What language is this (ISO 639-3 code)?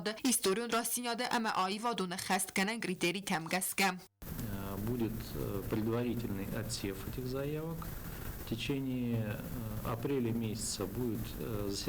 oss